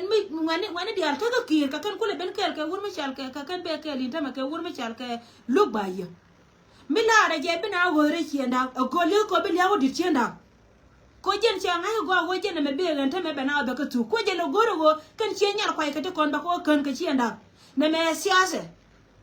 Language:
Nuer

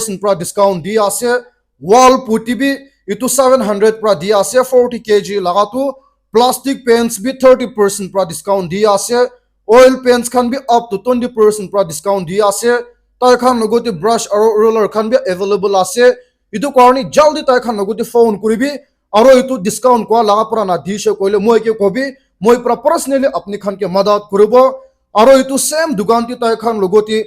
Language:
Naga Pidgin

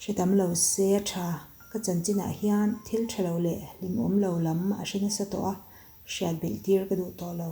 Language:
Mizo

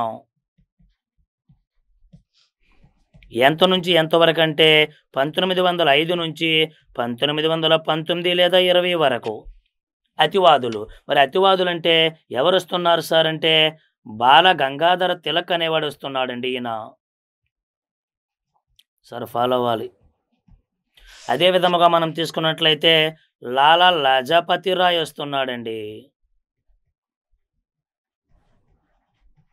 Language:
Telugu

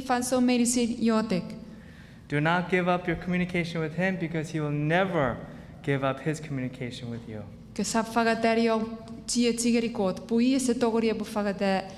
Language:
Chuukese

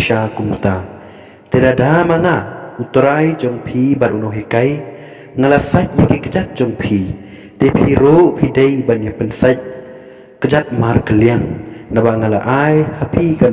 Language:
Khasi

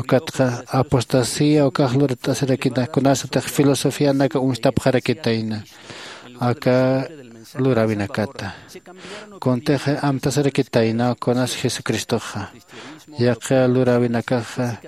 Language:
Aymara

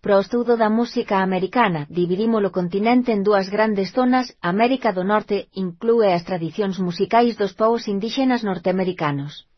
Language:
Galician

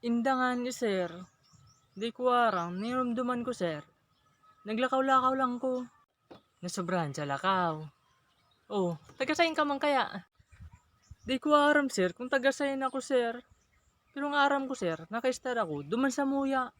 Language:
Bikol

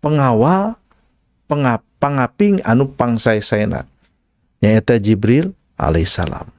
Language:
Sundanese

